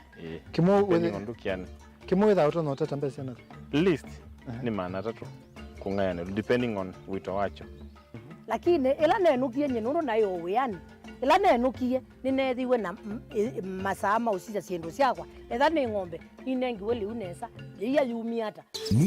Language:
Kamba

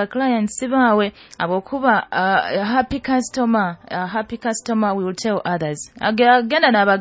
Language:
Nyoro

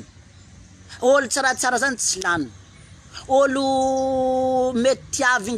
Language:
Malagasy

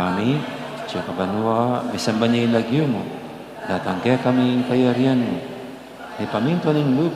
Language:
Pampanga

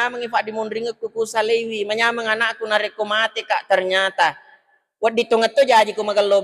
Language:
Buginese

